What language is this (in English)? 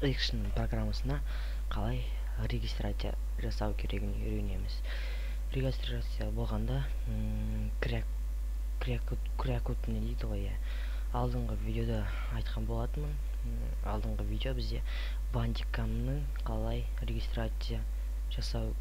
Kazakh